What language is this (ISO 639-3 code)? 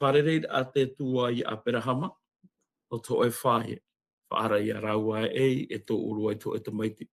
tah